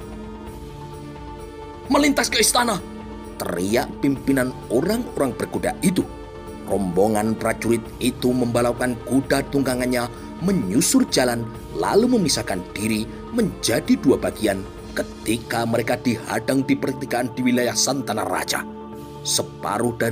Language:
Indonesian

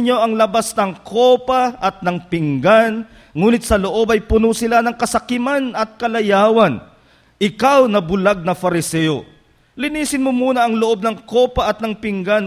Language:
Filipino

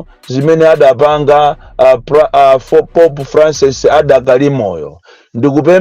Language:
Nyanja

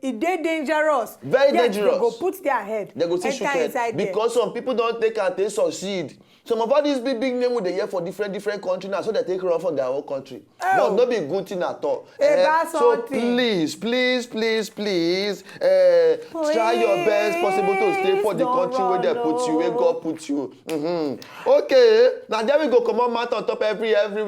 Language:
Nigerian Pidgin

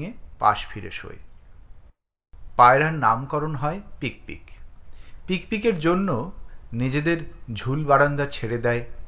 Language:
Bangla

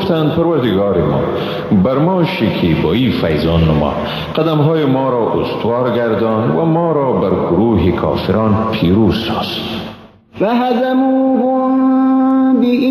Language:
Persian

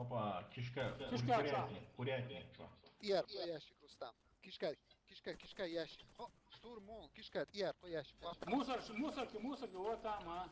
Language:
Chechen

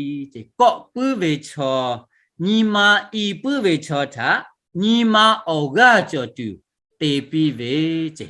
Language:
Lahu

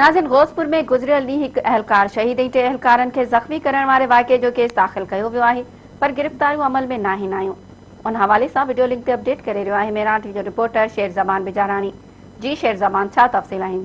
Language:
Sindhi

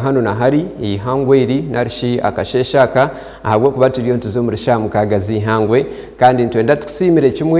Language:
Nyankole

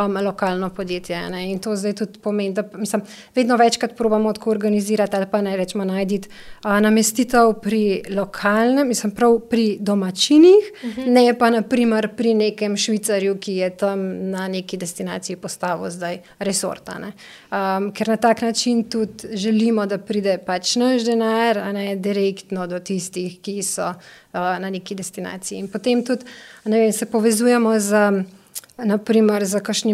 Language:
Slovenian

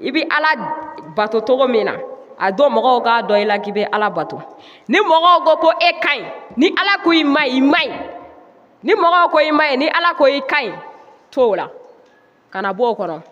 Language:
Bambara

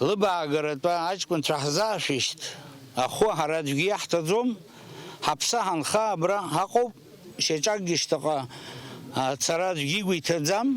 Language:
Abkhazian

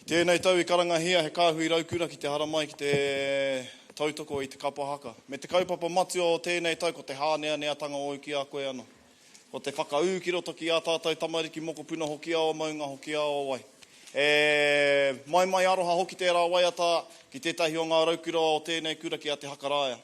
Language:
Māori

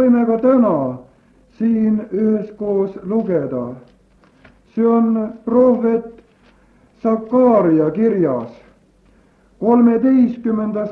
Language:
Estonian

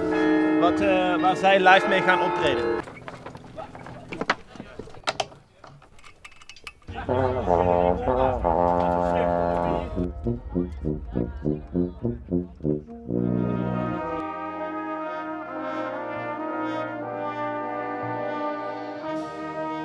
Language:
Dutch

